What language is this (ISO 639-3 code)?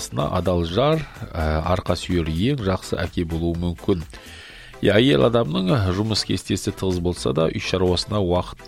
kaz